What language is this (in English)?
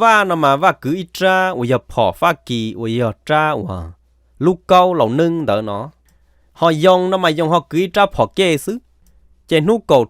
Hmong